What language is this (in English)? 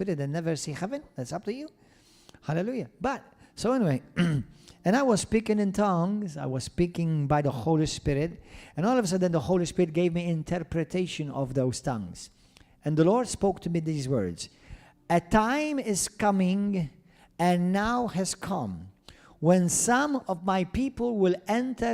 English